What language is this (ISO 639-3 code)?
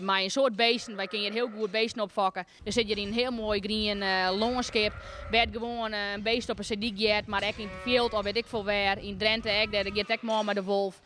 fry